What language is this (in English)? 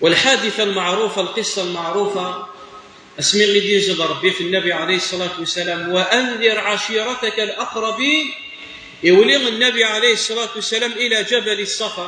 Kabyle